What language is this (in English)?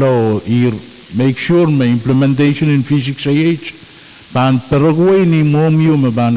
Pohnpeian